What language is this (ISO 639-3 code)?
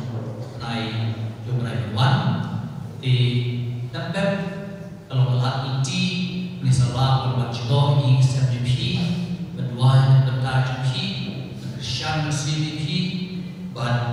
kha